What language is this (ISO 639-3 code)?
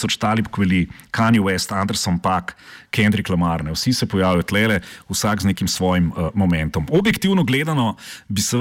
slv